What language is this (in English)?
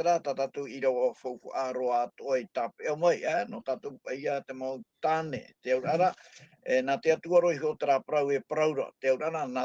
Tahitian